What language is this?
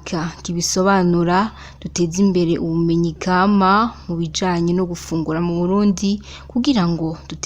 Rundi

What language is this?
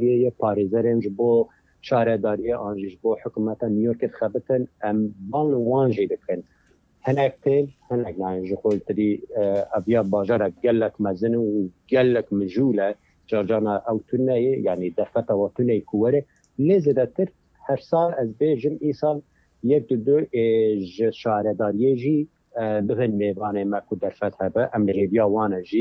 Kurdish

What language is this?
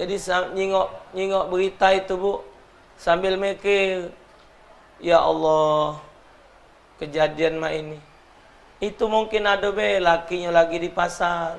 Musi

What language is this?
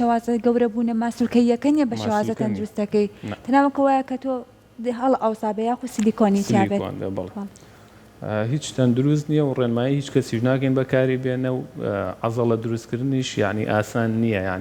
Central Kurdish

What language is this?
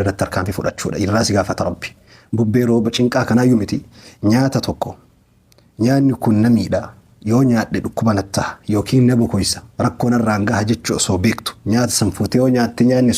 Oromo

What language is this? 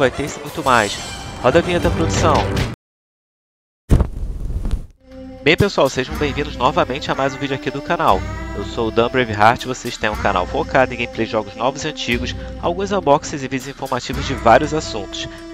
Portuguese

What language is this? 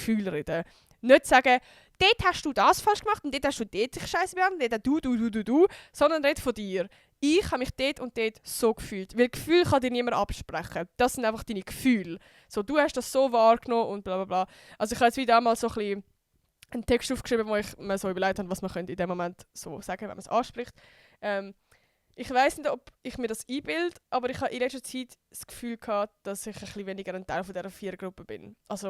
Swiss German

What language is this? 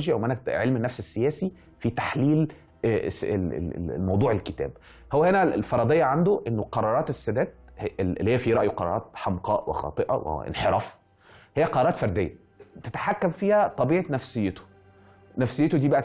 Egyptian Arabic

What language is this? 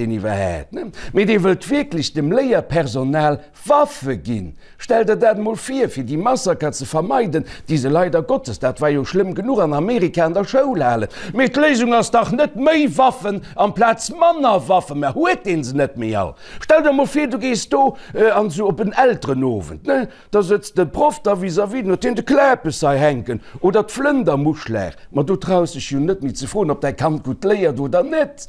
Luxembourgish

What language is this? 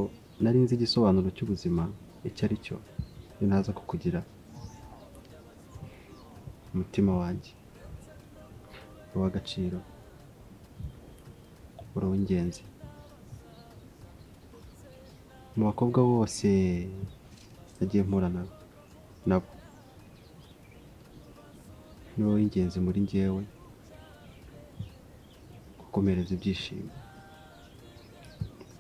Kinyarwanda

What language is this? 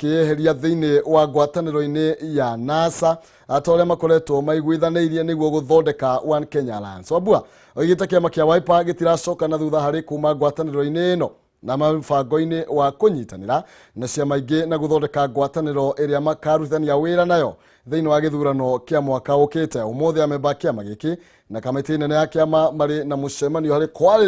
Kikuyu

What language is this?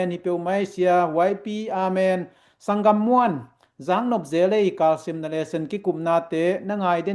Tedim Chin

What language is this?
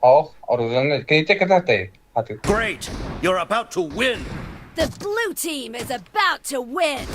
Yakut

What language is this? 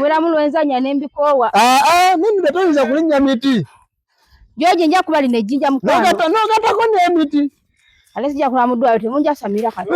Ganda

